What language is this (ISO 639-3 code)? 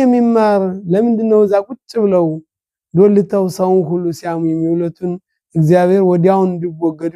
amh